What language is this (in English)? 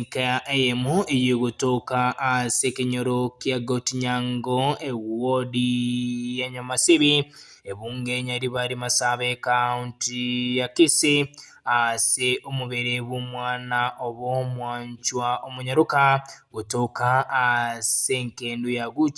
Gusii